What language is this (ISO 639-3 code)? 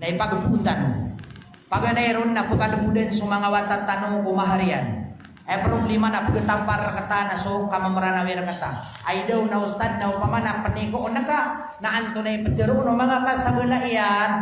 mrw